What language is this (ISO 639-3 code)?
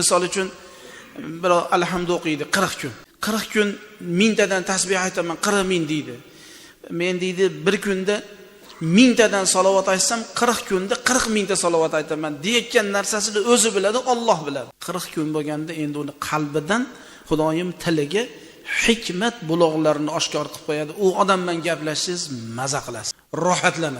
uzb